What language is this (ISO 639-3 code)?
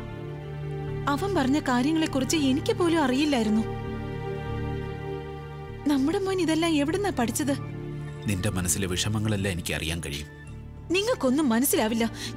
mal